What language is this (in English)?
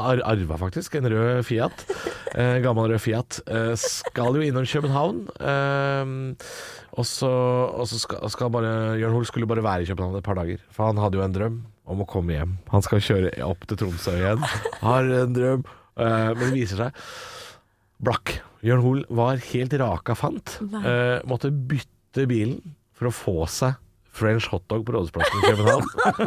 Norwegian